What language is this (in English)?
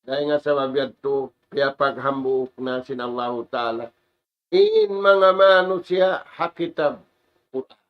Tausug